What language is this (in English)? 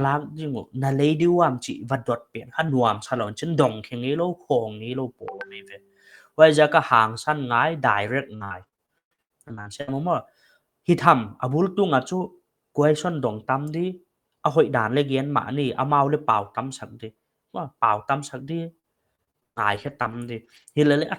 Paite Chin